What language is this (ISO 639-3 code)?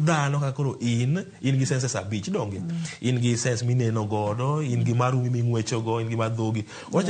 luo